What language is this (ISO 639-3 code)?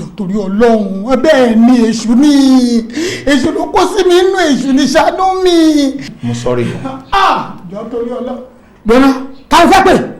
yor